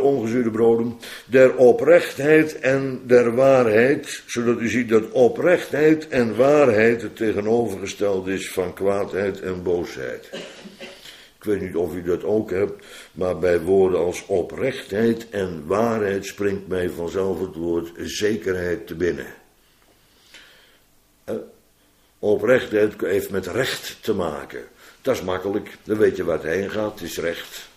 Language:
Dutch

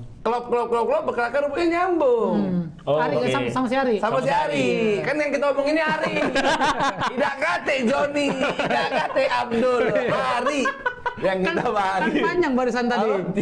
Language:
Musi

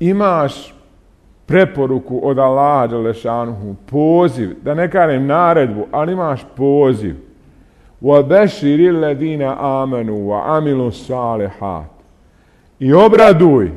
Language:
Bosnian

